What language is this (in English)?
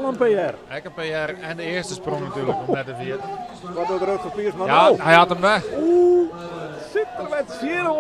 Western Frisian